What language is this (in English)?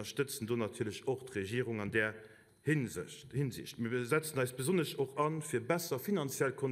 Luxembourgish